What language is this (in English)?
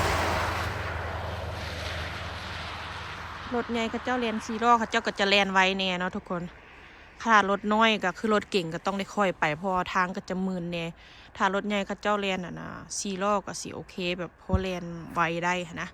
Lao